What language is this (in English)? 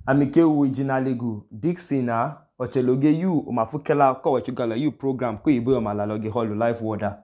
Idoma